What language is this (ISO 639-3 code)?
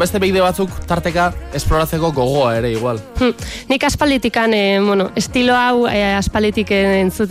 eus